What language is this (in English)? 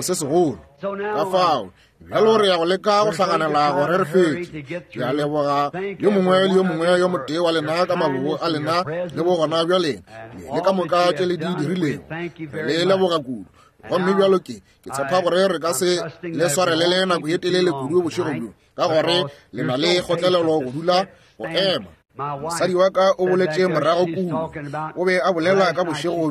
Northern Sotho